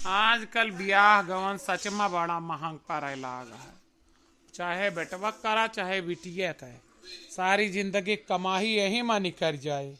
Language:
Awadhi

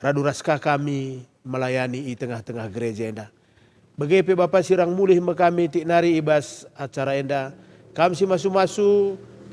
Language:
Batak Karo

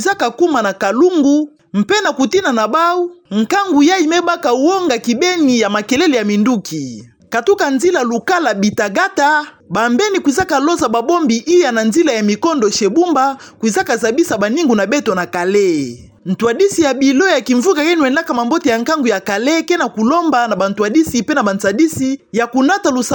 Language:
Kituba (Democratic Republic of Congo)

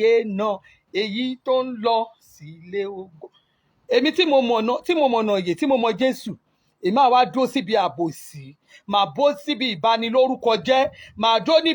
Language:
Yoruba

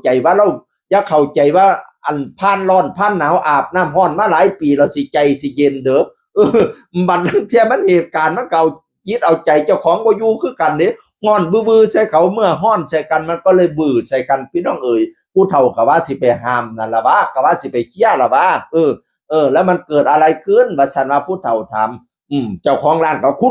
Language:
Northeastern Thai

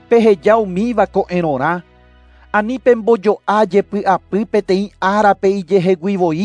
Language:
Guarani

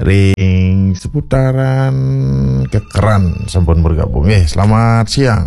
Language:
Balinese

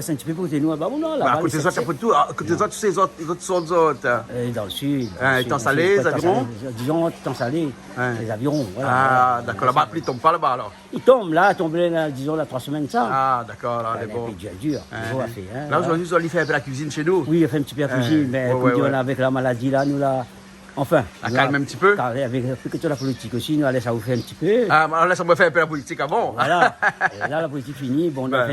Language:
Réunion Creole French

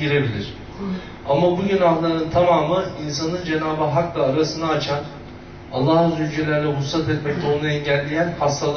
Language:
Turkish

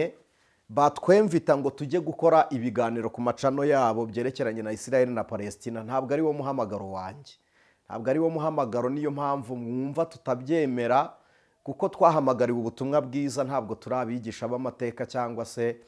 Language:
Kinyarwanda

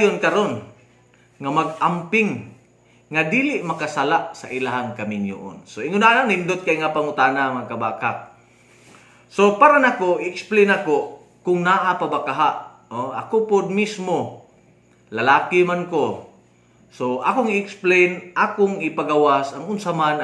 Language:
Cebuano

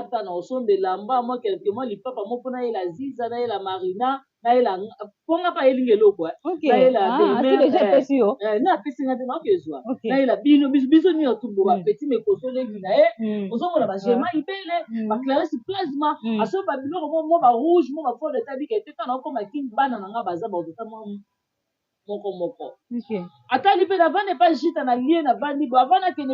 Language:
Lingala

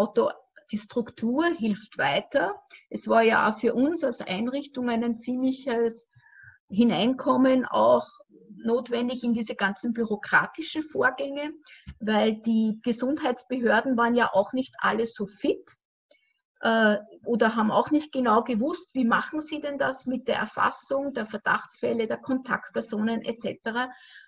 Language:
German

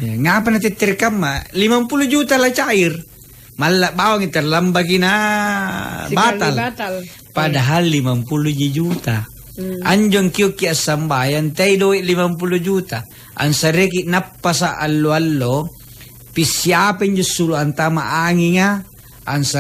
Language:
Makasar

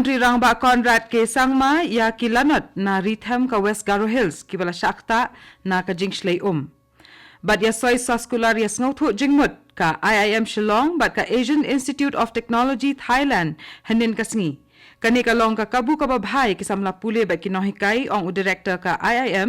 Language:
Khasi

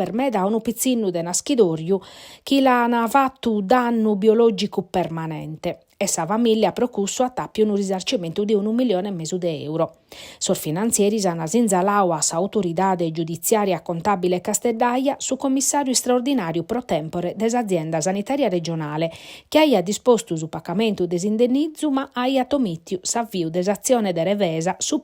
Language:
Sardinian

